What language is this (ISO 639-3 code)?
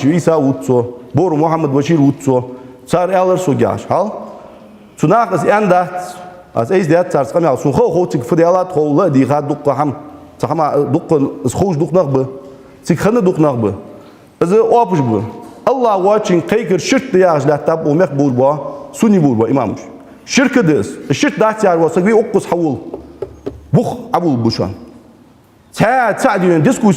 inh